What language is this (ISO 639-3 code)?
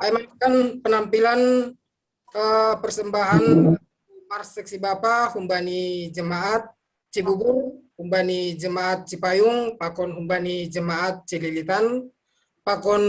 bts